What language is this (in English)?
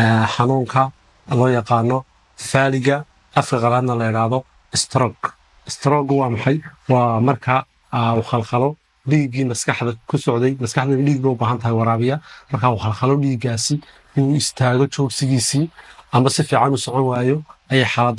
Somali